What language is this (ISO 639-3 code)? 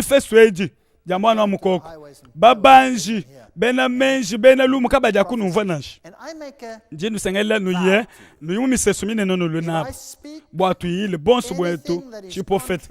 lua